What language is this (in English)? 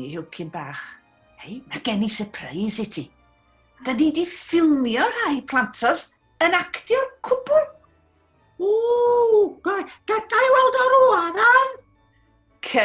Welsh